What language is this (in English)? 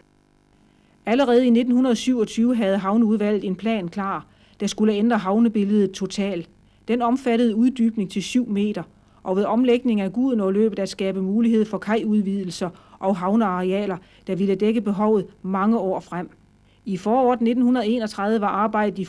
Danish